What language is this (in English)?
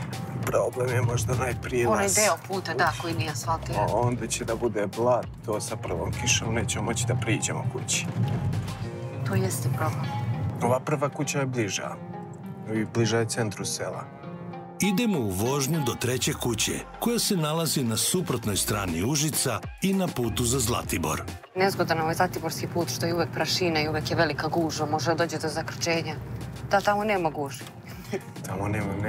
Serbian